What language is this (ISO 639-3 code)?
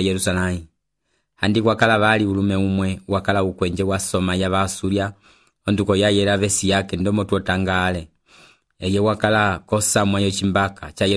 umb